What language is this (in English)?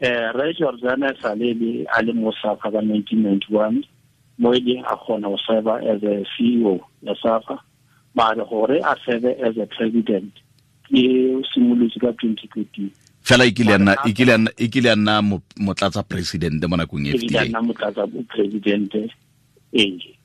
Tswana